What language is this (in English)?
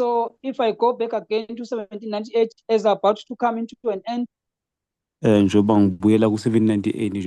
Zulu